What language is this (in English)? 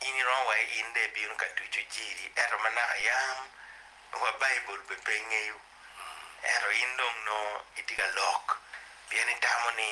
Acoli